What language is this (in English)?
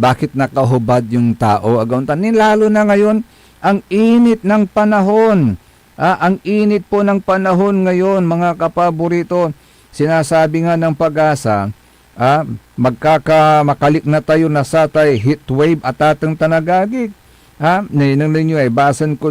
Pangasinan